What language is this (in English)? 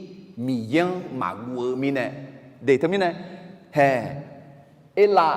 Akha